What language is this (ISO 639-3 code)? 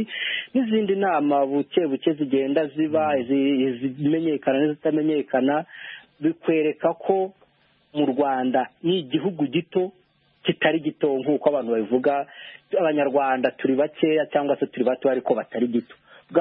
kin